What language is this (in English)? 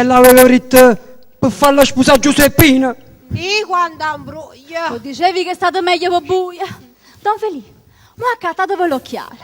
Neapolitan